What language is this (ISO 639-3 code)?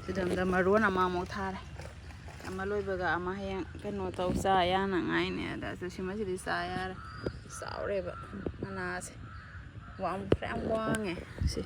mni